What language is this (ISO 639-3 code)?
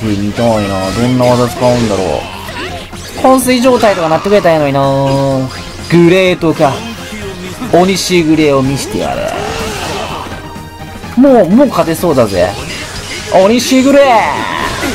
jpn